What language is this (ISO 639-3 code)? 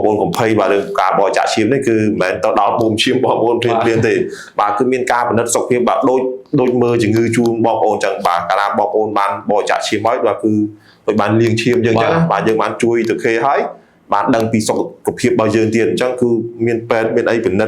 khm